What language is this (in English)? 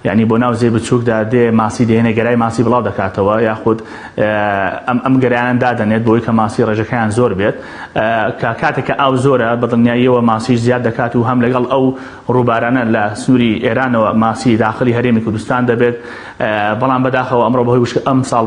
Central Kurdish